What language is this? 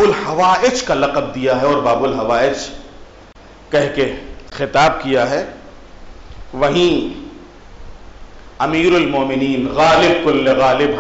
Urdu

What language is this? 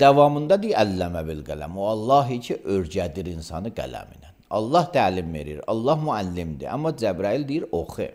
Azerbaijani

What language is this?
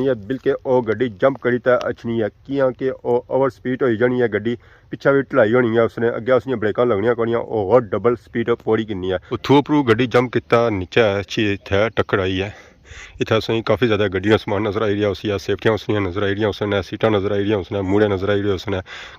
Pahari-Potwari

